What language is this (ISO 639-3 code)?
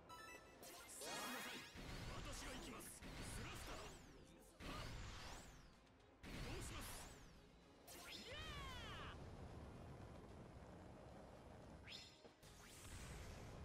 jpn